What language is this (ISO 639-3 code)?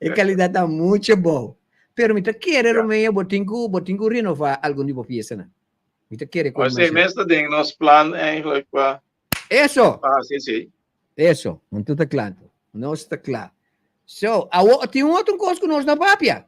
pap